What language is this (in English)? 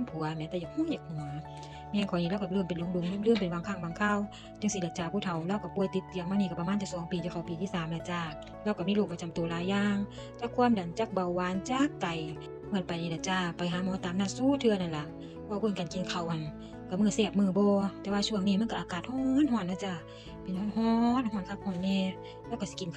Northeastern Thai